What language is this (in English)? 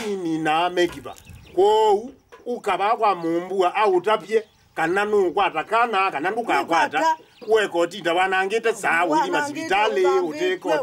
Kamba